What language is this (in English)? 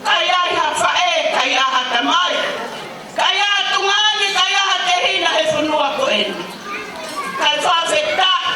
Tongan